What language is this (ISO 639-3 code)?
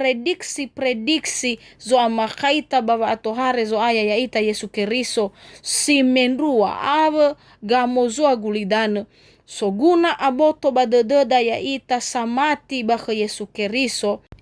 nia